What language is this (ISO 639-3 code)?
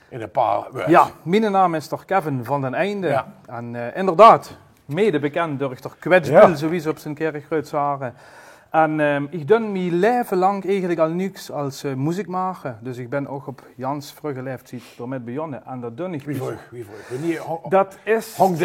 lim